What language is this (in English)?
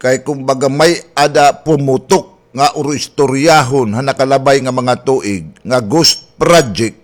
Waray